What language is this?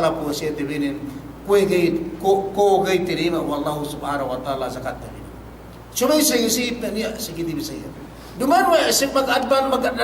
Yakan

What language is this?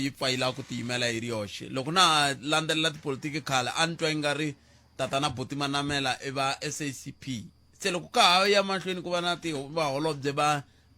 Tsonga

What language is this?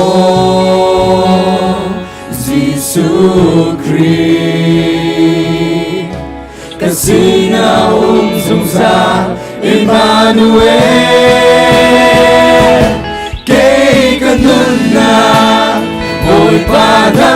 Hakha Chin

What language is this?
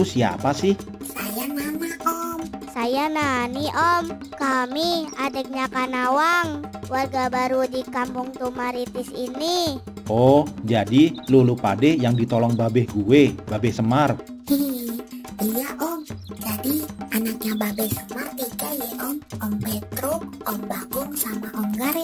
Betawi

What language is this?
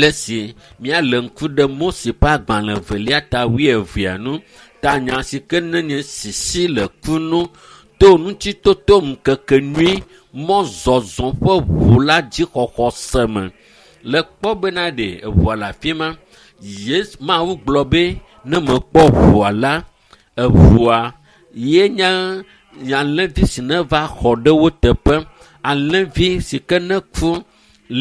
Ewe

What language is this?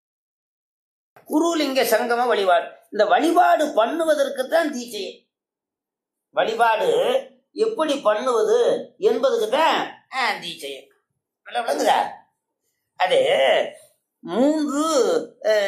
Tamil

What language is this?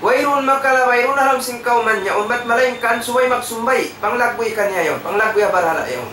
Tausug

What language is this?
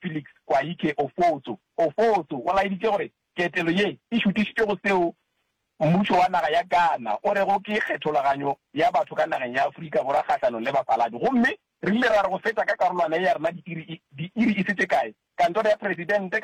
Northern Sotho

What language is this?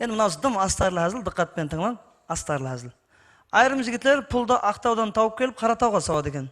Kara-Kalpak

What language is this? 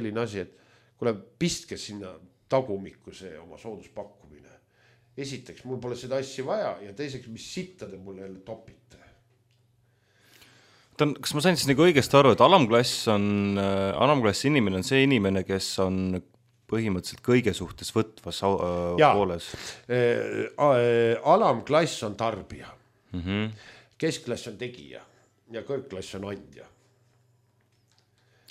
Estonian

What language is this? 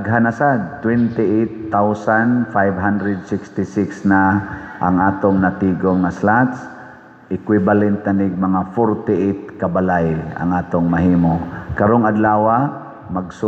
Cebuano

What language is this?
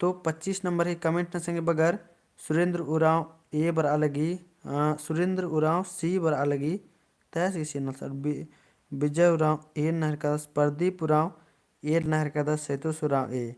Kurukh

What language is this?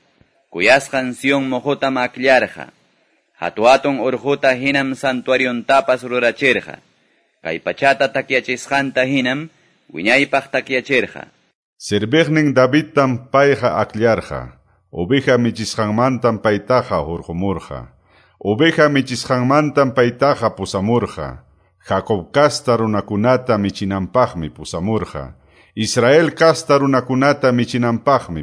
Quechua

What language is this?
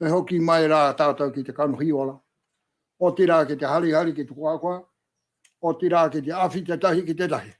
Māori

